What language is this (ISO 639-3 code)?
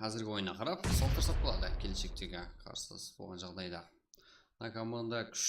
kaa